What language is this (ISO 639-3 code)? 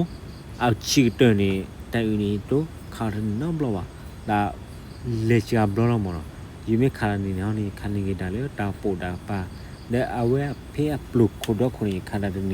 ksw